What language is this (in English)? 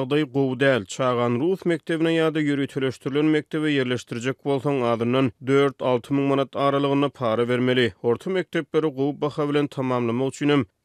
Turkmen